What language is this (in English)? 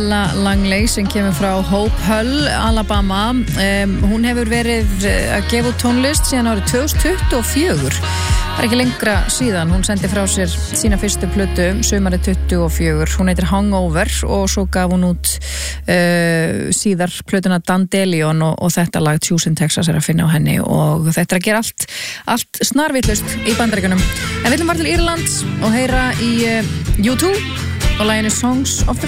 Icelandic